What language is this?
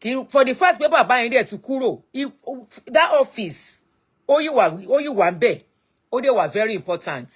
Yoruba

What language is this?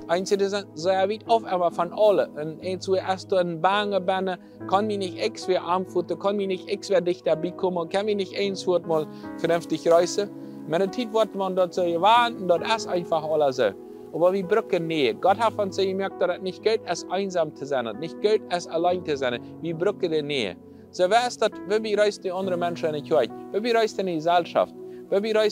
Plautdietsch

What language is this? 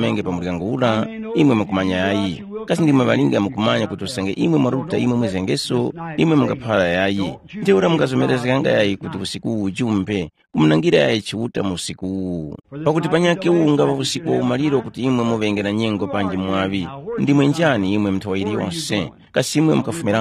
Tumbuka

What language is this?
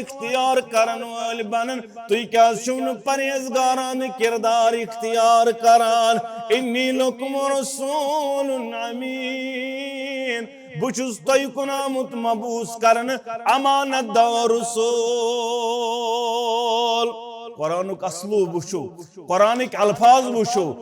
Kashmiri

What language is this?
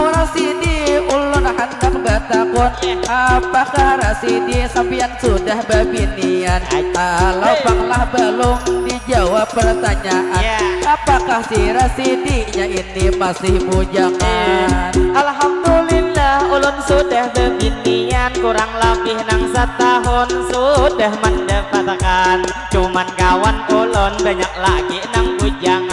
Banjar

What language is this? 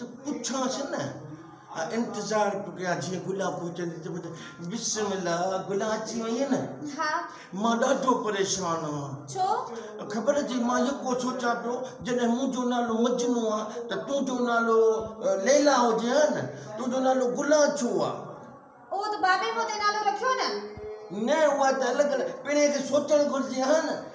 Sindhi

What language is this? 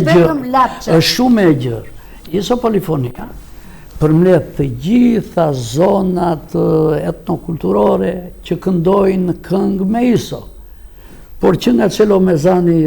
Albanian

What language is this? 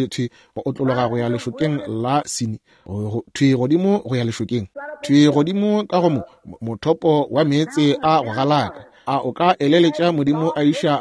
Northern Sotho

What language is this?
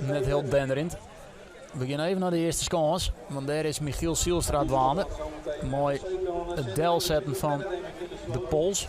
Western Frisian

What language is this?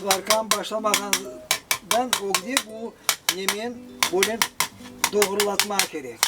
Crimean Tatar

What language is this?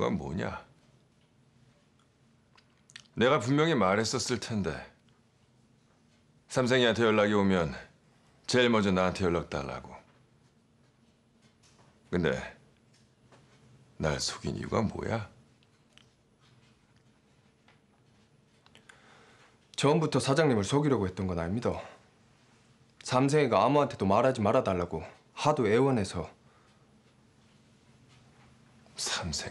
Korean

